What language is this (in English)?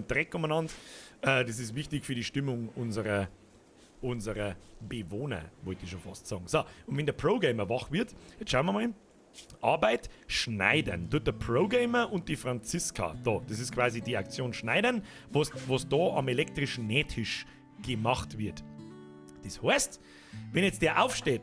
Bavarian